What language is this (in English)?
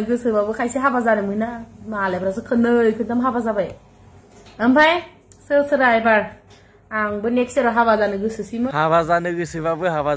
Bodo